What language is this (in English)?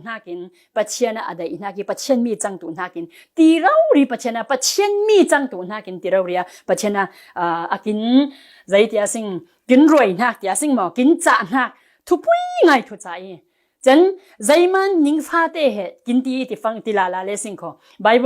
Falam Chin